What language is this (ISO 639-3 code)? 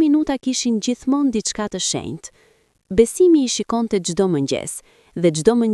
sqi